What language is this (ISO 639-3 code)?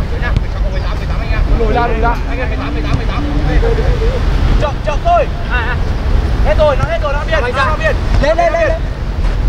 vie